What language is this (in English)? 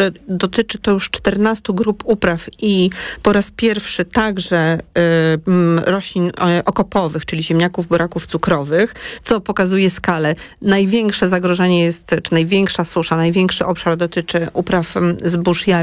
Polish